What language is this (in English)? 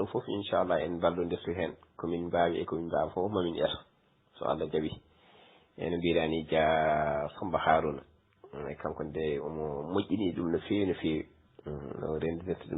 Fula